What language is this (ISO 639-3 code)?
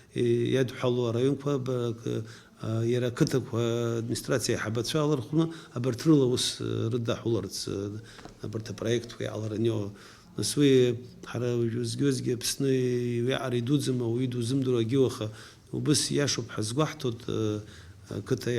abk